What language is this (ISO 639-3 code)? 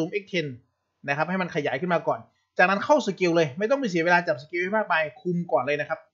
tha